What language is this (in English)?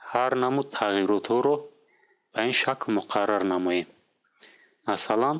Tajik